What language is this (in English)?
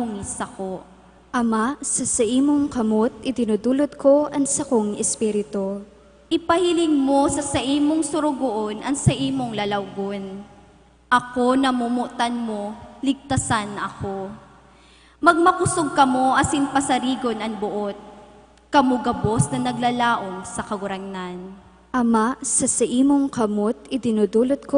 Bikol